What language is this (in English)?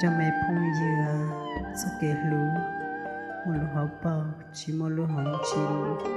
Hmong